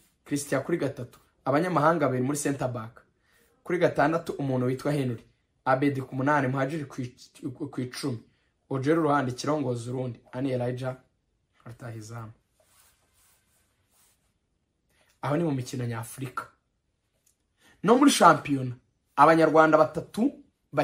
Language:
Kinyarwanda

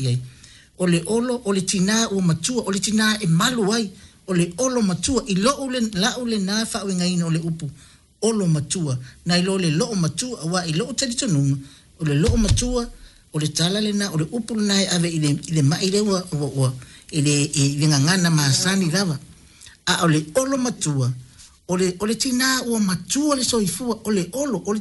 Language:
Samoan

